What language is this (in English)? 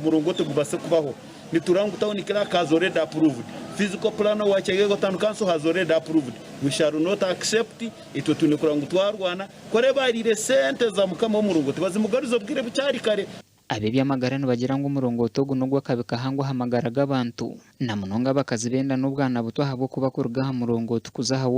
Nyankole